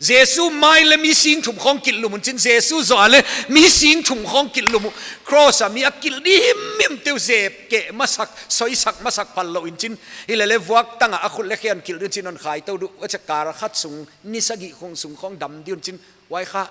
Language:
Paite Chin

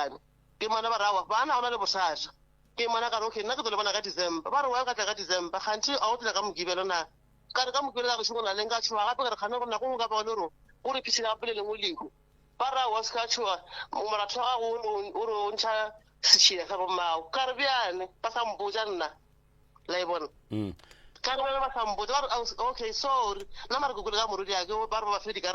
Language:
Northern Sotho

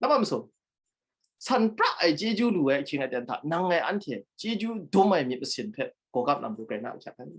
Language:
Kachin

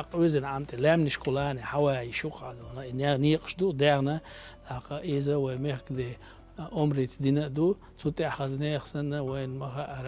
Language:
Chechen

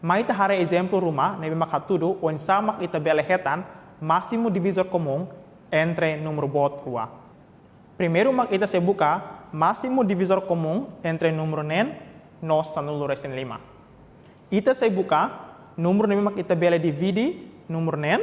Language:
Tetum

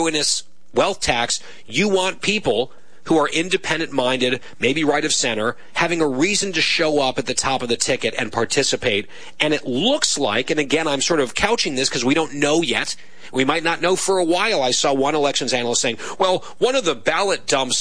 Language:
English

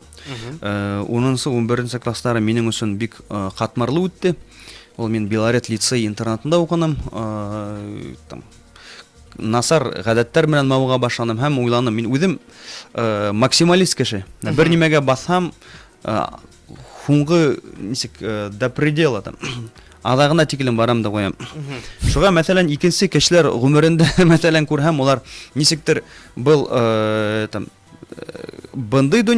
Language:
Bashkir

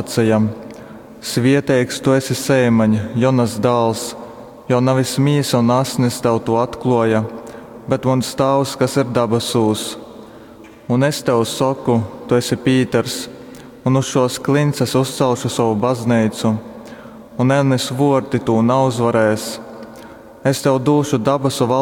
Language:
Latgalian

